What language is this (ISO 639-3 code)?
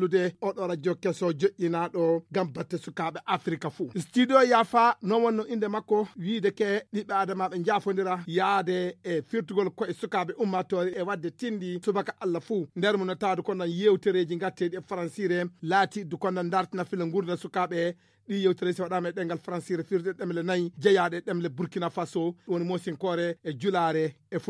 ful